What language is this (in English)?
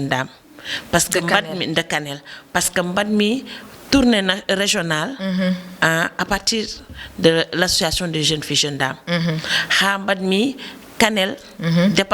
Fula